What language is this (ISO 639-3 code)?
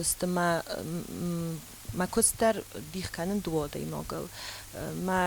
oss